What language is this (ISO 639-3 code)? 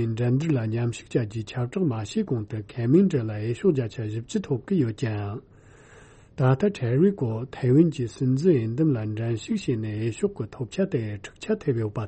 bod